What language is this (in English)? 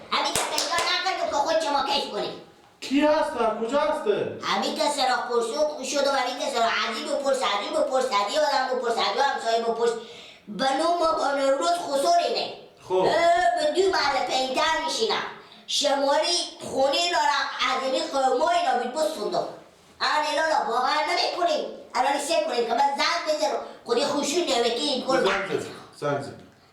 Persian